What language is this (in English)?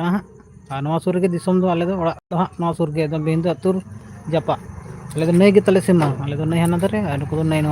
Santali